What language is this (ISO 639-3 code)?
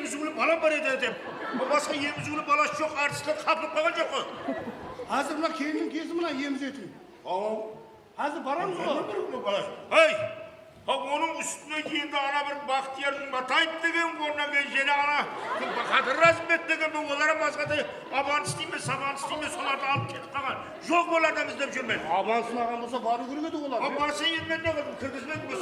kaa